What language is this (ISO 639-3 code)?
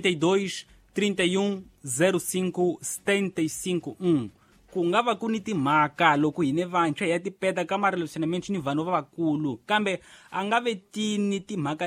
tso